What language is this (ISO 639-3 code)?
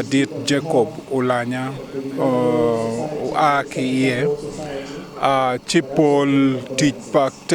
ach